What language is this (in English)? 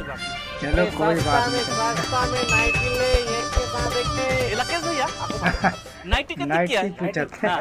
Chhattisgarhi